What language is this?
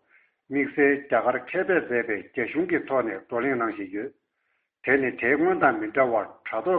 Tibetan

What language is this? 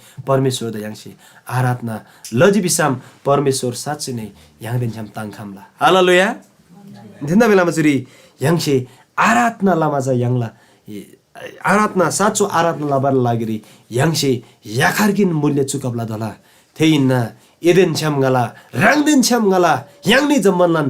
Eastern Tamang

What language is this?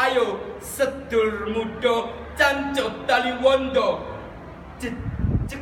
Javanese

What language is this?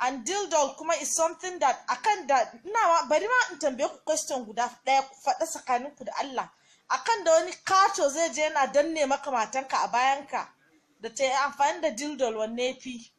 Hausa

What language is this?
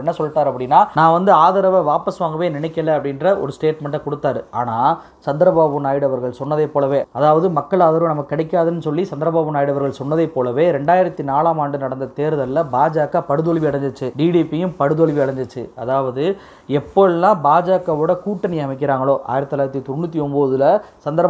Tamil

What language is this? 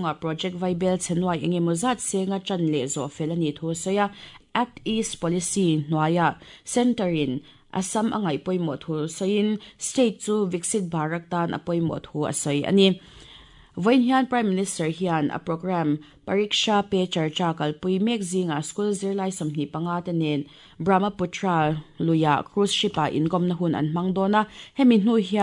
Mizo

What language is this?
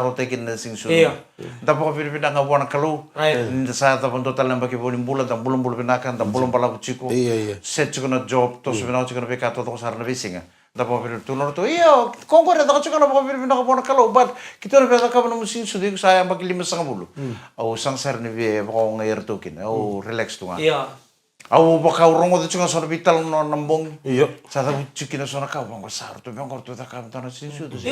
Fijian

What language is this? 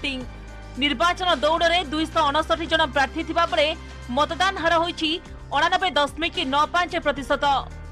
Odia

